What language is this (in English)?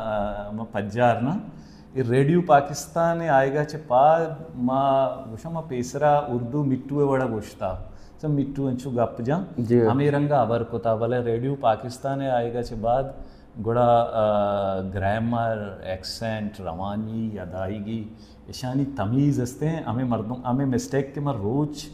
Baluchi